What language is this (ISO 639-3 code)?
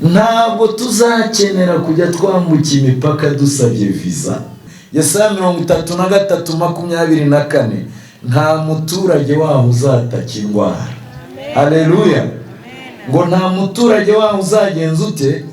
kin